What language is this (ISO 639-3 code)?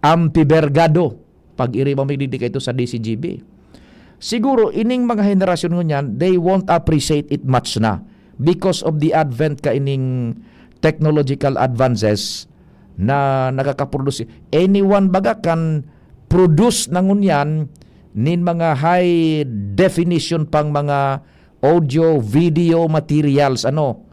bik